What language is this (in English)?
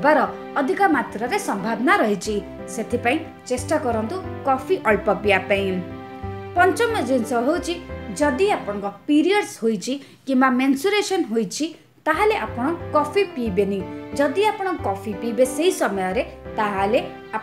Odia